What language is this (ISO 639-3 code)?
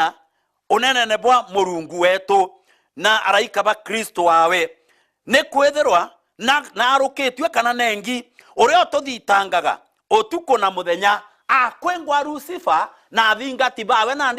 mer